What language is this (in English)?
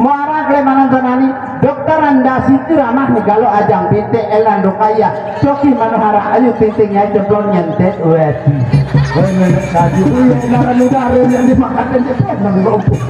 Sasak